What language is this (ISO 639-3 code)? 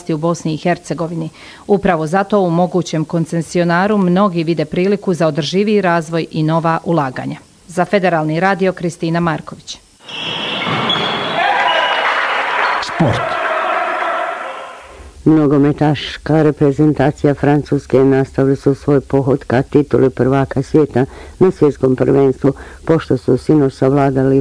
bos